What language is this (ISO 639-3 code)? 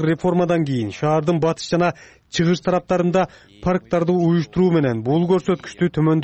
kir